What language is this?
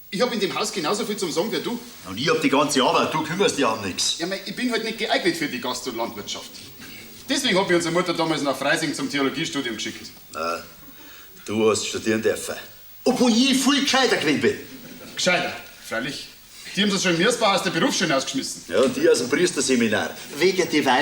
Bavarian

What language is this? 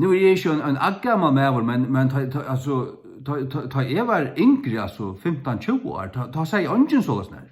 Faroese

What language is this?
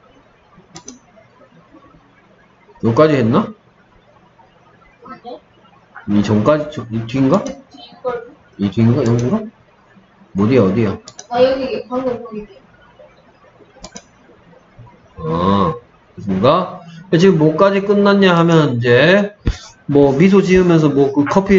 Korean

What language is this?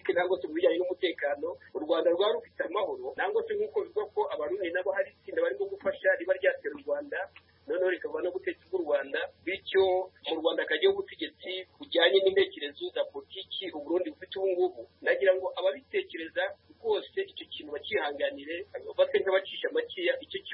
Kinyarwanda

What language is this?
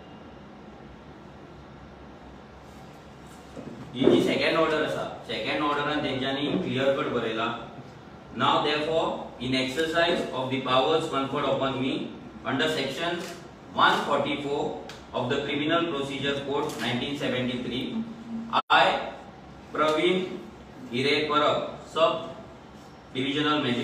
Konkani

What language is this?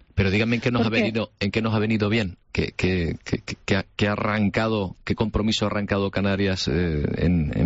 Spanish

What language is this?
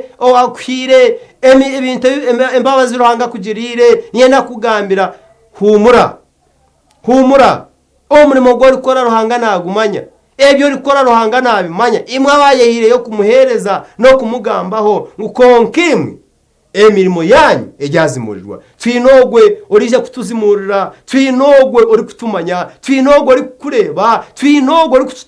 Nyankole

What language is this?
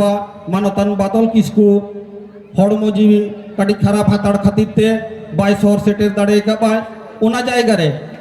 Santali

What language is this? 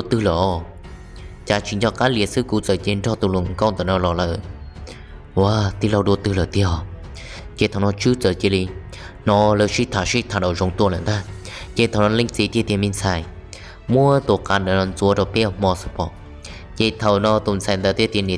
Hmong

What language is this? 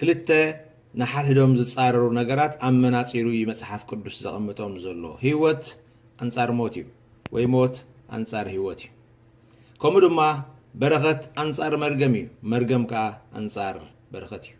Tigrinya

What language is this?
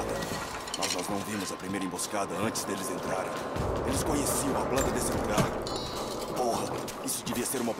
Portuguese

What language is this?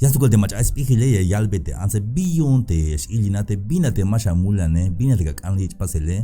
Tzeltal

